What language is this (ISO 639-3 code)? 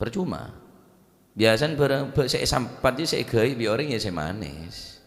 mad